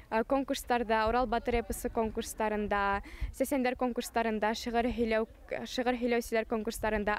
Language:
Bashkir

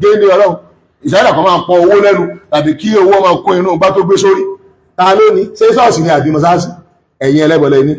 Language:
Yoruba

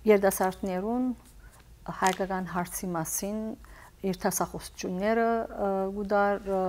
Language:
Western Armenian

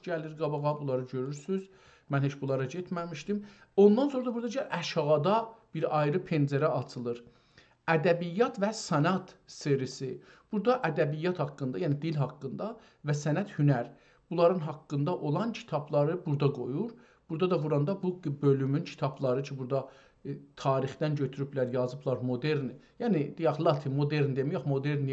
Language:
South Azerbaijani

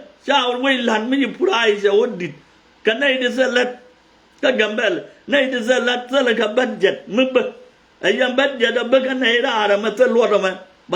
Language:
Nuer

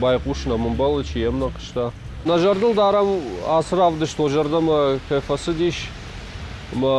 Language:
Ossetic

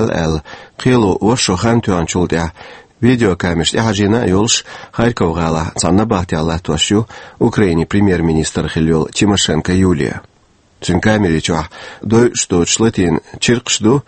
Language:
Chechen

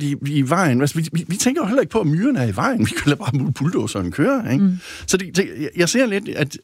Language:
Danish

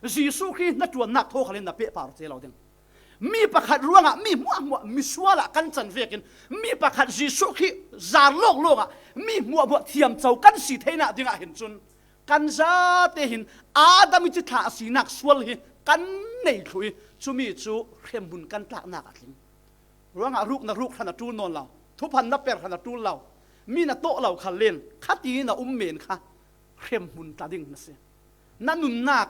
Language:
Falam Chin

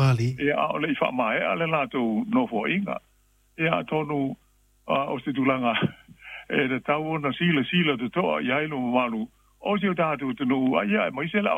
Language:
Samoan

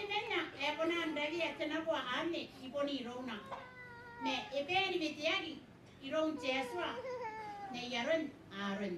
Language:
Gilbertese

